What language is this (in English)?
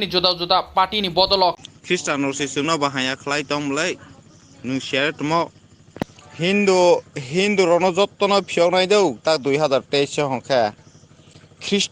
Kok Borok